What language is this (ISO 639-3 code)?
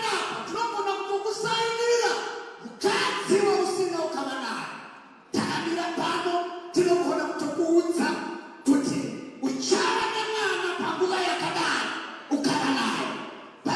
sna